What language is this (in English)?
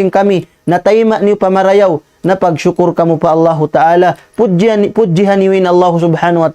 Tausug